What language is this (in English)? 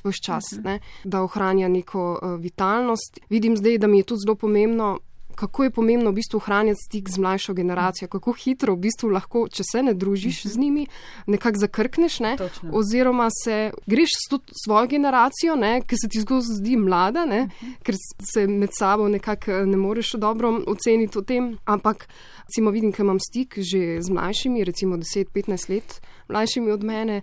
Slovenian